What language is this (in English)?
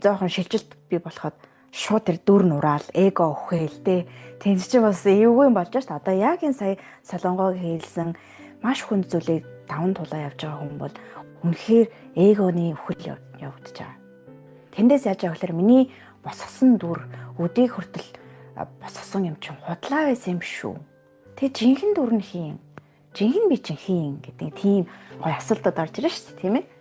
Mongolian